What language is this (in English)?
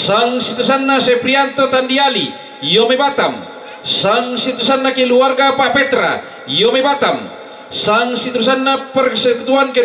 Toraja-Sa'dan